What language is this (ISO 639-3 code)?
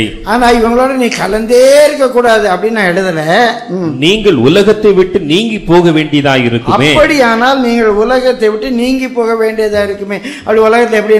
tam